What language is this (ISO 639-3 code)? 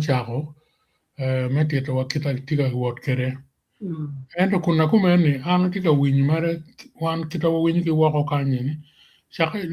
ach